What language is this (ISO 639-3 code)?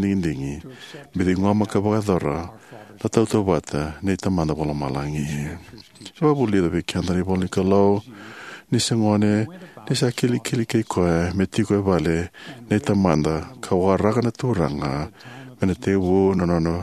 fij